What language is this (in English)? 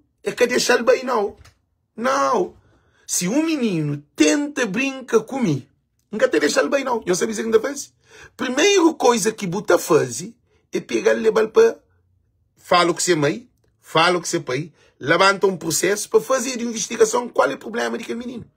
Kabuverdianu